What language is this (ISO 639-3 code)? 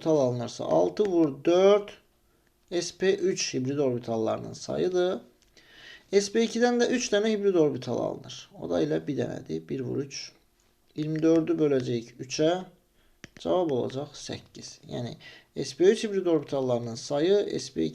aze